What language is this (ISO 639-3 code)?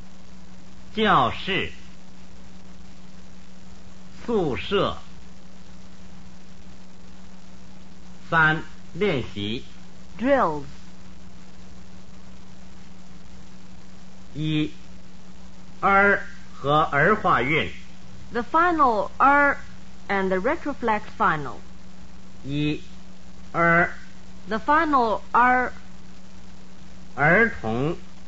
zho